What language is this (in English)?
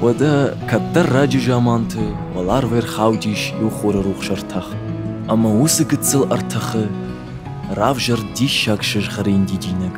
Ossetic